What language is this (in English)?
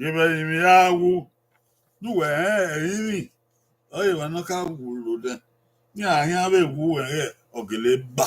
Bini